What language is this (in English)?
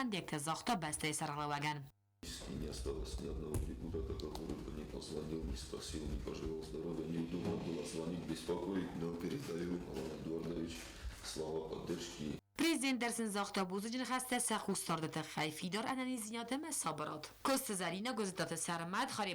Ossetic